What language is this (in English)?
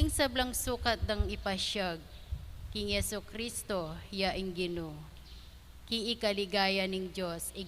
Pampanga